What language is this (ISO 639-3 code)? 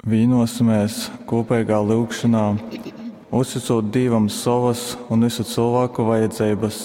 ltg